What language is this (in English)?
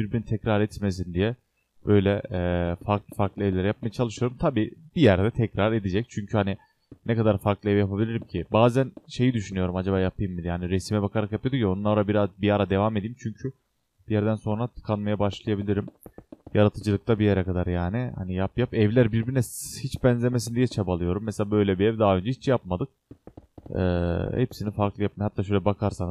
Turkish